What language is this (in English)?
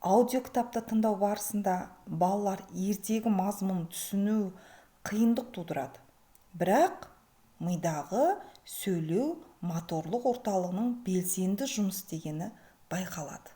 Kazakh